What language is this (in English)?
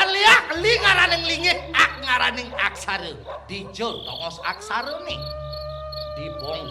Balinese